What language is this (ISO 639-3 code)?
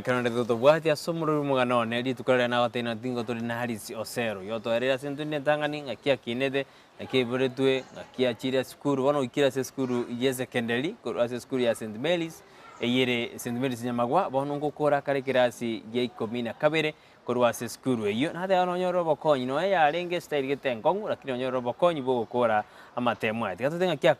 guz